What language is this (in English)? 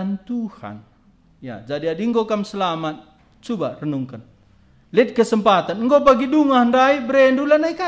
Batak Karo